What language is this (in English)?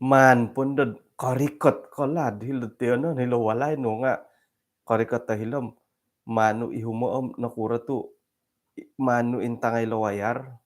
Central Dusun